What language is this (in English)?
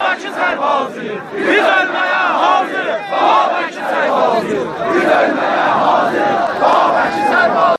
South Azerbaijani